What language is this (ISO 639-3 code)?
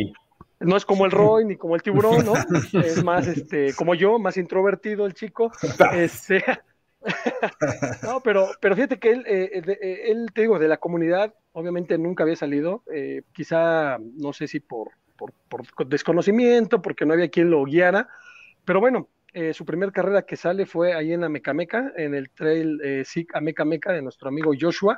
spa